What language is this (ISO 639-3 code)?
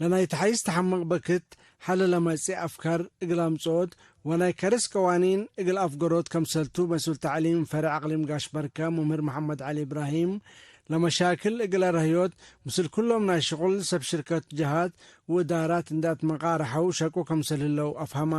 tig